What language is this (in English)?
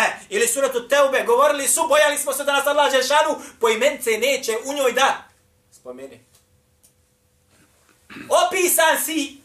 Bosnian